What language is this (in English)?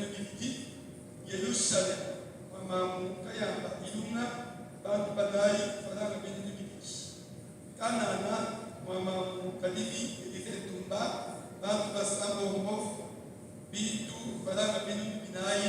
Luba-Lulua